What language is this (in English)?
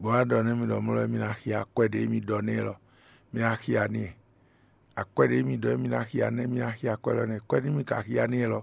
Fon